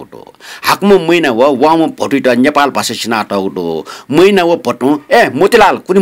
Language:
Newari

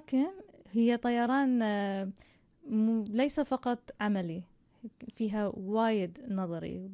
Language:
Gulf Arabic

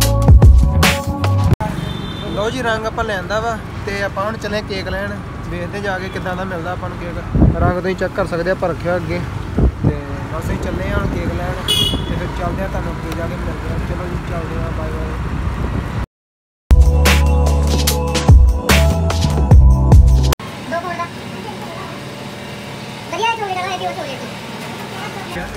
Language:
Punjabi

